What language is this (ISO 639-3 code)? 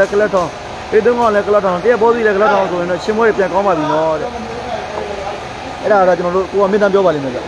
mya